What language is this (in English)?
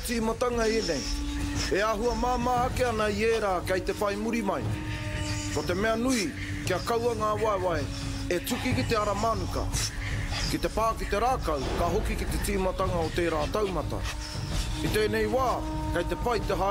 Māori